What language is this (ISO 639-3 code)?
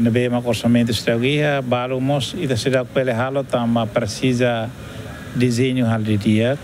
tet